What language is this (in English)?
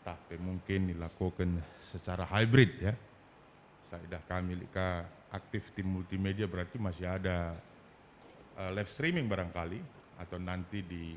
Batak Karo